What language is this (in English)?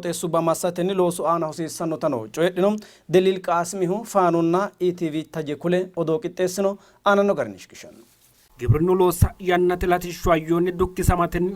Sidamo